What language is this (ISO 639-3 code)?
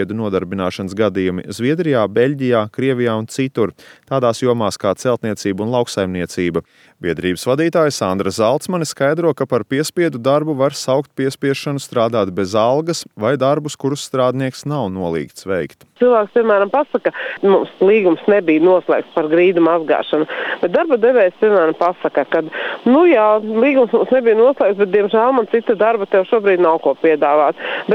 lav